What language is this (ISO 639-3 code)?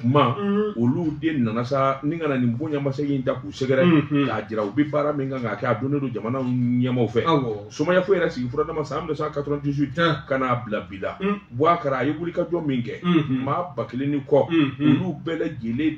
bam